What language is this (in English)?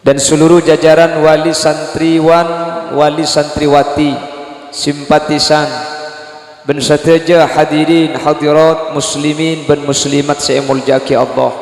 Madurese